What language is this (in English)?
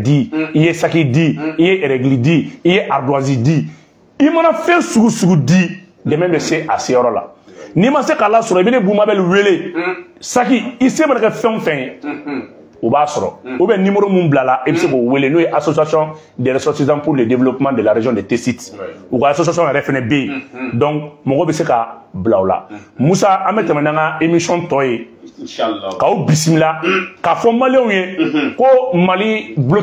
Bambara